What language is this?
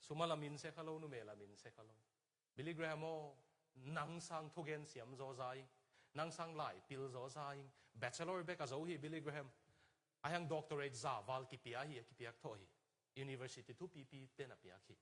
Tedim Chin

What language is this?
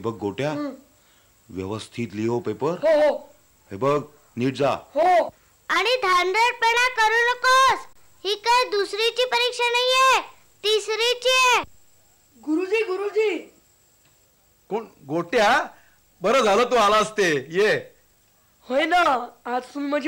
Marathi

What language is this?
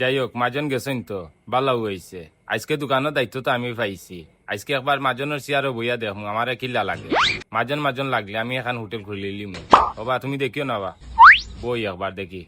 Sylheti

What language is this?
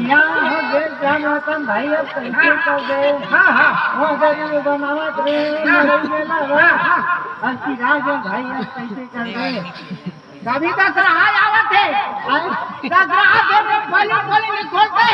Chhattisgarhi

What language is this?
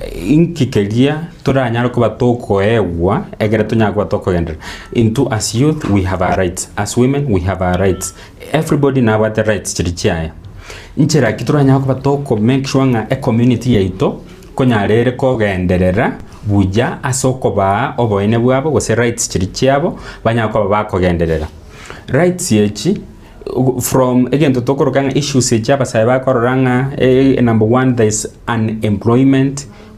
Gusii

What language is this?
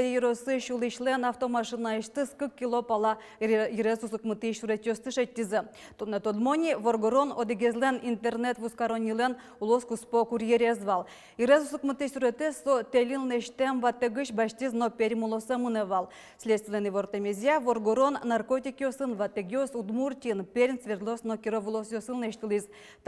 Udmurt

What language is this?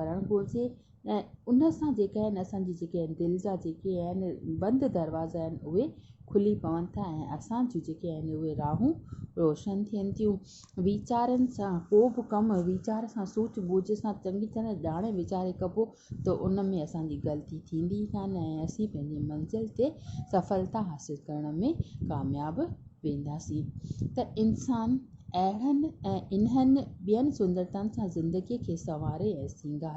Sindhi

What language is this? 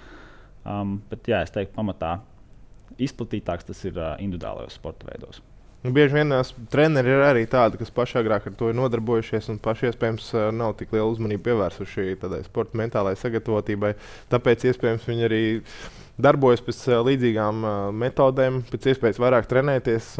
Latvian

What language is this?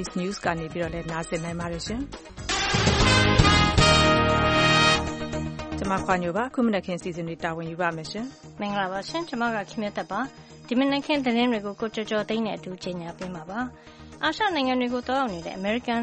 Burmese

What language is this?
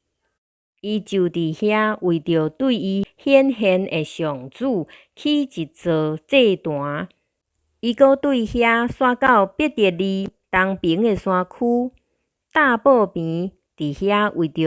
Min Nan Chinese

